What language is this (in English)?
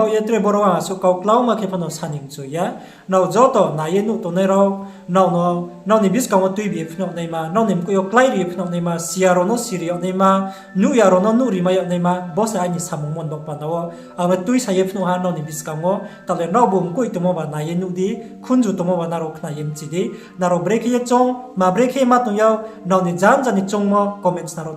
Riang (India)